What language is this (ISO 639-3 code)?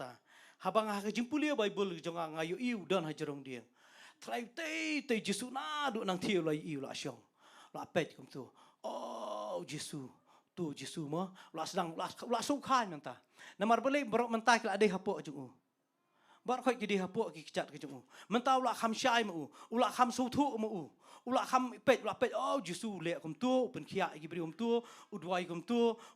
kha